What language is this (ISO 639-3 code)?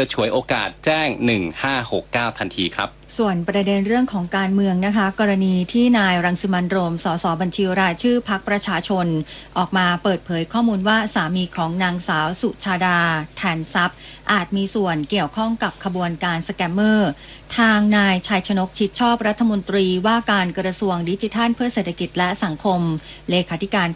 tha